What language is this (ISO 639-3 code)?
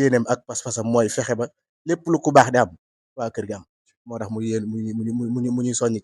wol